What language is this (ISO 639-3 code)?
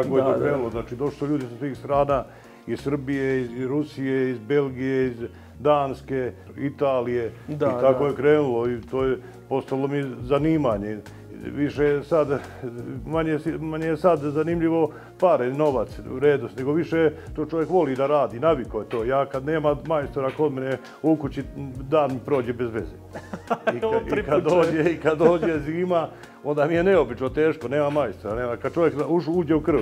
srp